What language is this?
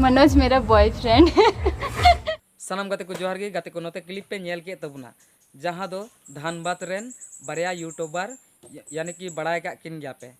Santali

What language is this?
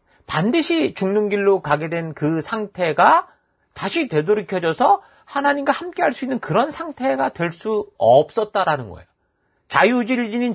Korean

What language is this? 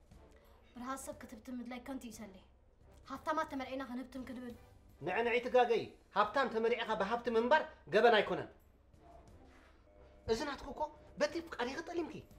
Tigrinya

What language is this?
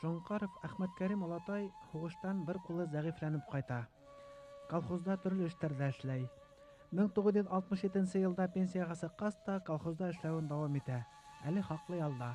Bashkir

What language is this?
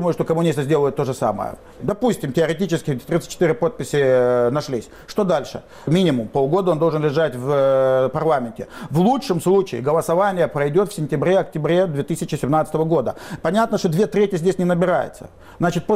Russian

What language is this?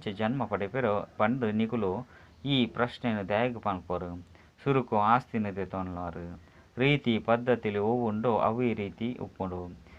Tulu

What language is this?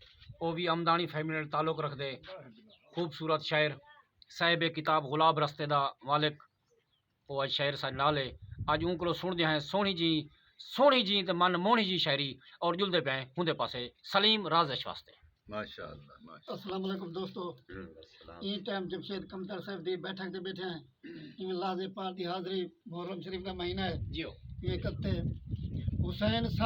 Saraiki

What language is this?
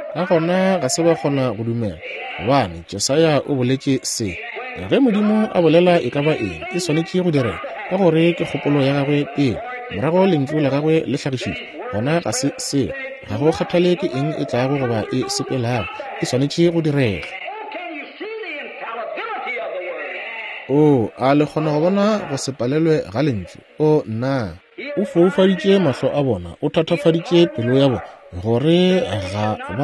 Northern Sotho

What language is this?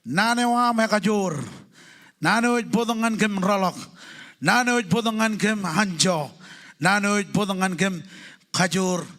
Marshallese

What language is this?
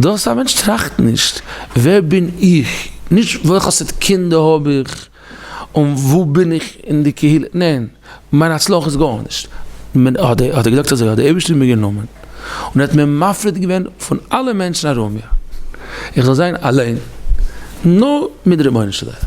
Yiddish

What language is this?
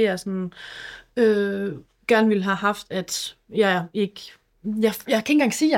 Danish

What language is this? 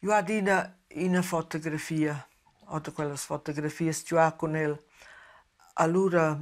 Romansh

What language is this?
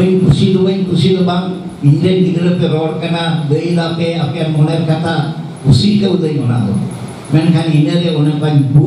Santali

